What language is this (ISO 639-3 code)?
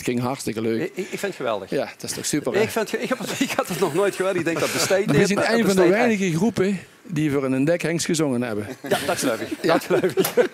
lim